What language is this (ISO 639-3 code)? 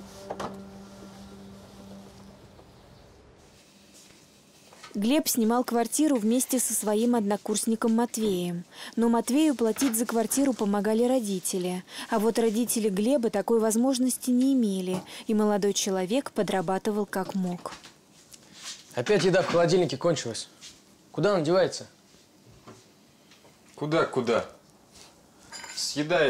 rus